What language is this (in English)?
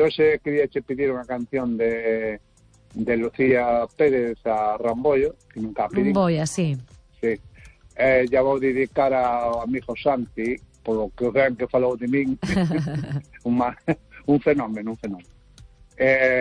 Galician